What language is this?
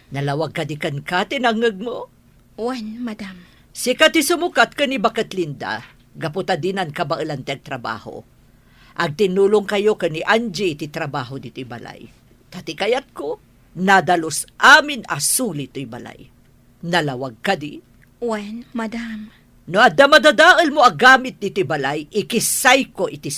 Iloko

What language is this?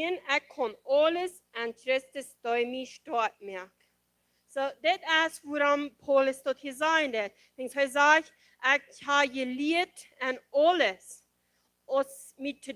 Plautdietsch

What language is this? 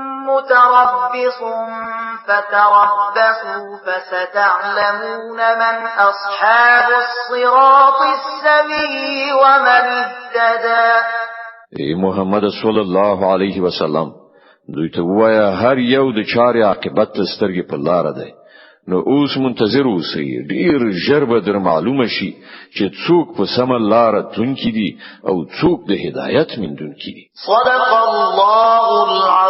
Pashto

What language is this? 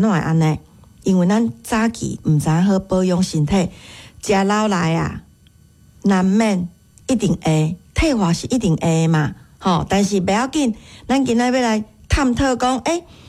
Min Nan Chinese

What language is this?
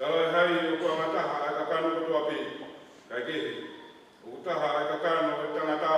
Tongan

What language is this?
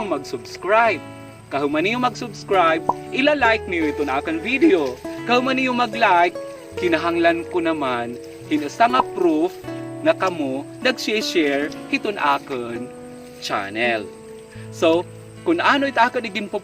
Waray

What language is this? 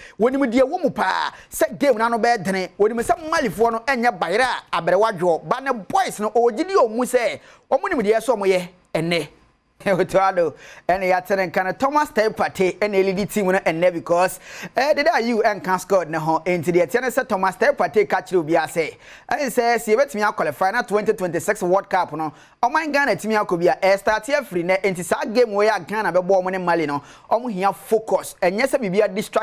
Akan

